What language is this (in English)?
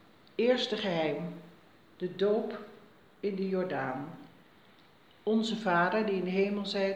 Dutch